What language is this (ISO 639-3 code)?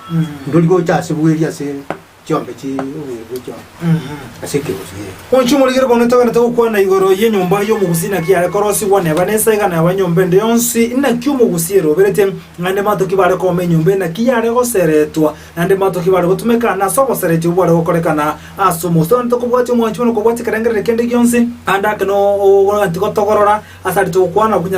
guz